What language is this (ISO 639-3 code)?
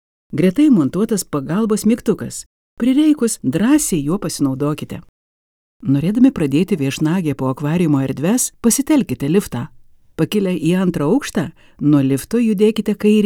lit